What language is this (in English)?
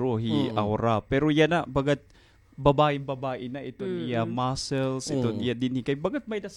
Waray